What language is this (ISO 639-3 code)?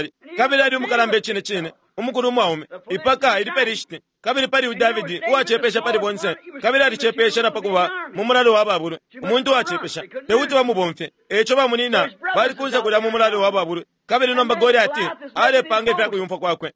bem